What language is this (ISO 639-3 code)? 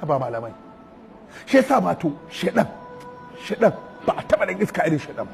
hau